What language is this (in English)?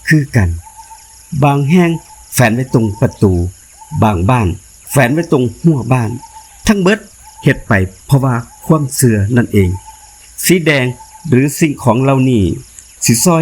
Lao